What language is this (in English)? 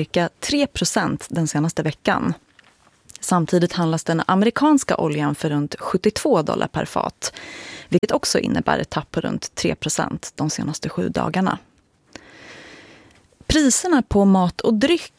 Swedish